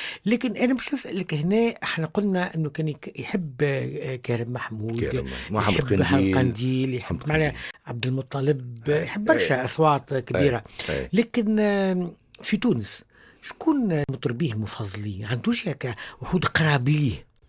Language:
Tunisian Arabic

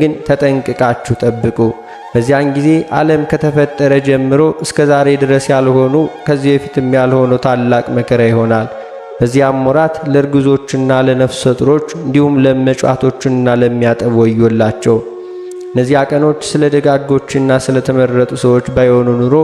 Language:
Amharic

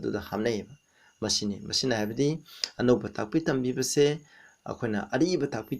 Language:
Manipuri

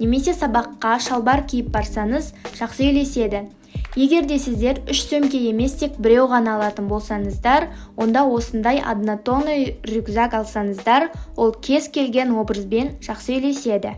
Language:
Kazakh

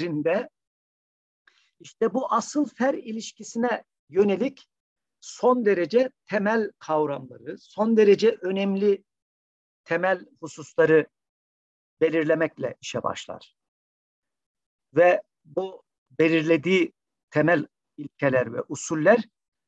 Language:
Turkish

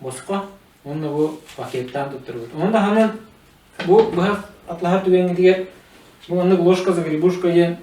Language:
Yakut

